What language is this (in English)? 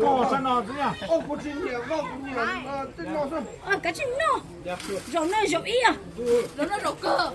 Hmong